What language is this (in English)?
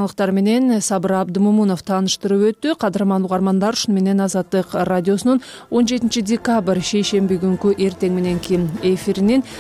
Kyrgyz